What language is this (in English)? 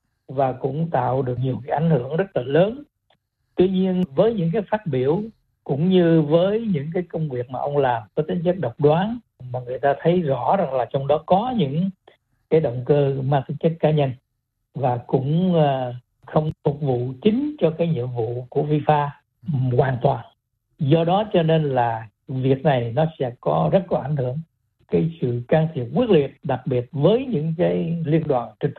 Vietnamese